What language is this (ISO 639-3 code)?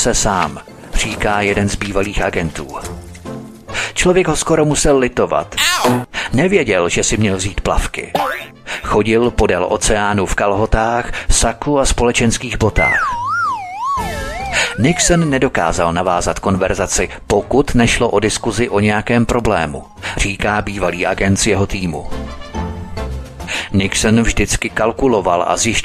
ces